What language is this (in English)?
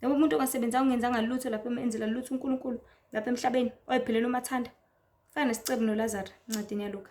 Zulu